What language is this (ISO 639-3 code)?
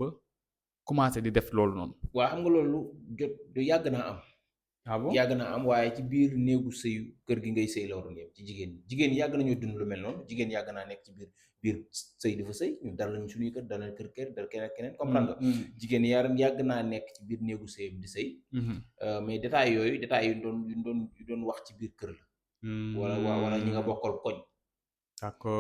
wol